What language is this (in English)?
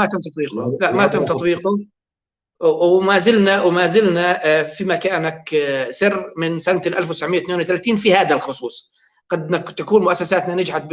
North Levantine Arabic